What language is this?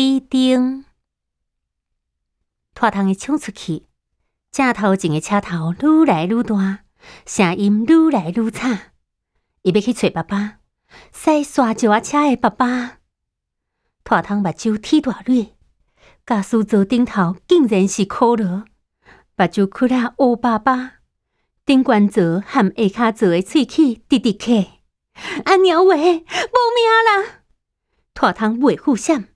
Min Nan Chinese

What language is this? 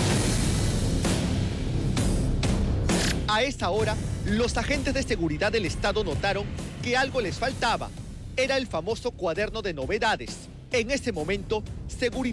Spanish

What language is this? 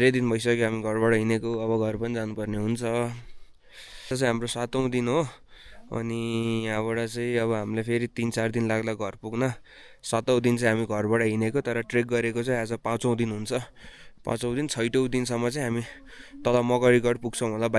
Nepali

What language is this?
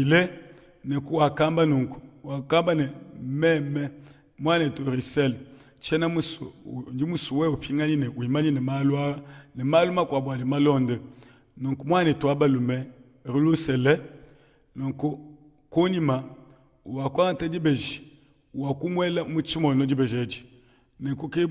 Luba-Lulua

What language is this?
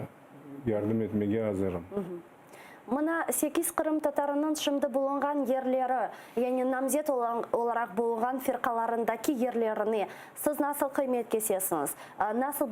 Crimean Tatar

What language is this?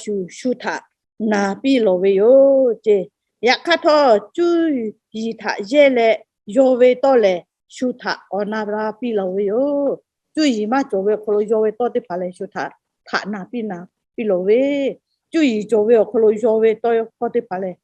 Lahu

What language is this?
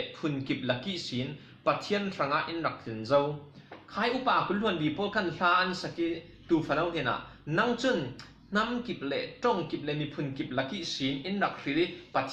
Falam Chin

